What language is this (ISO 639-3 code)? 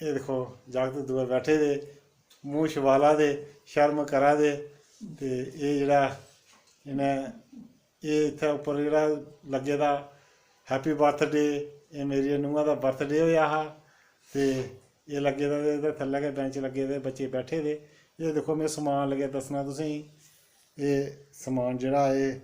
doi